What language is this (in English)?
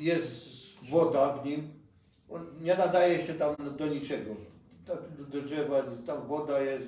Silesian